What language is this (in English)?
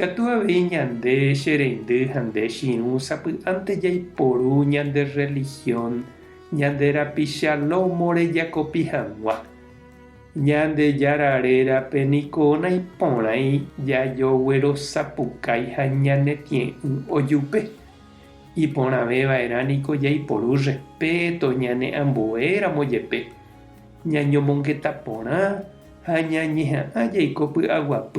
Guarani